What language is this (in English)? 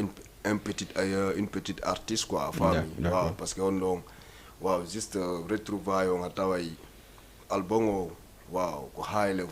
Fula